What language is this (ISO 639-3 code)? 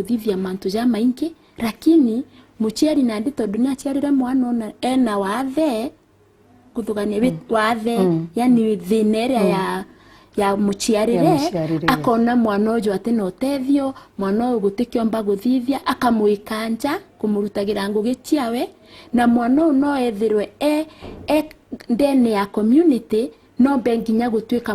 mer